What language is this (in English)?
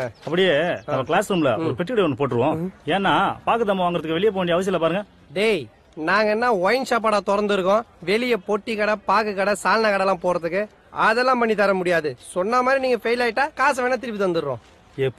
Tamil